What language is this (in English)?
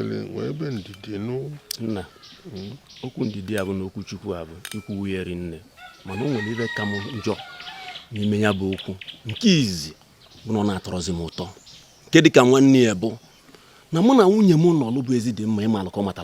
Igbo